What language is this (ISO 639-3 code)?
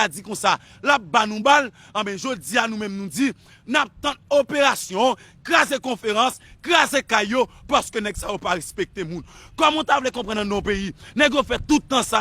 hat